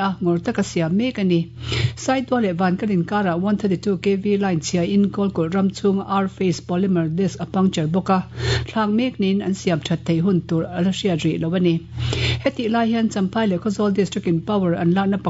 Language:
Mizo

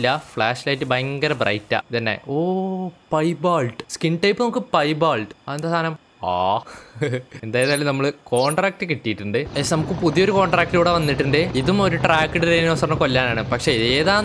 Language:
Malayalam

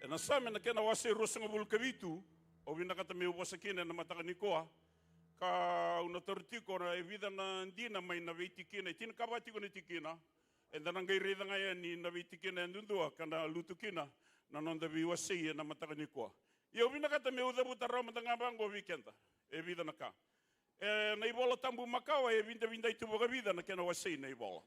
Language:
Fijian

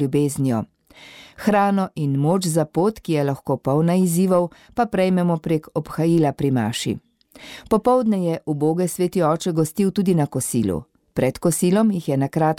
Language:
Slovenian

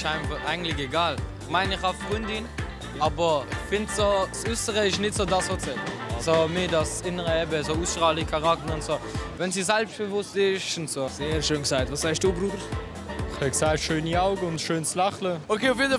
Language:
Swiss German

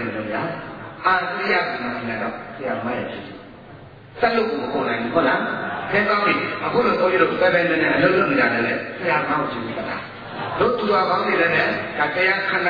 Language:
Burmese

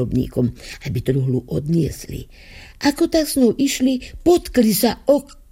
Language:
Slovak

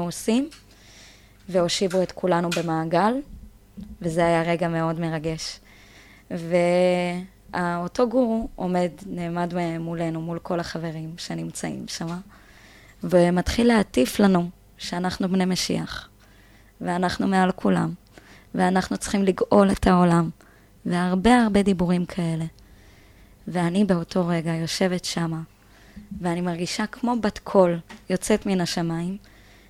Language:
Hebrew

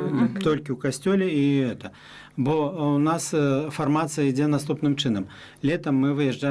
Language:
Belarusian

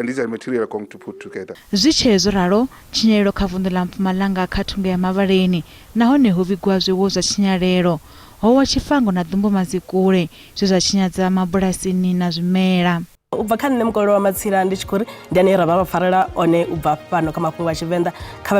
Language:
Venda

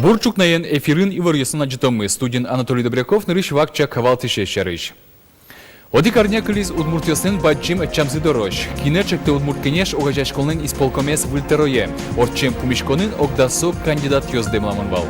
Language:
Udmurt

